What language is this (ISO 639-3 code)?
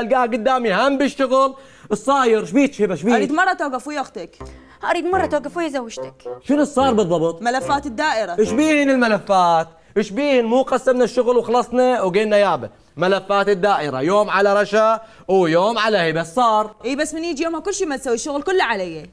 acm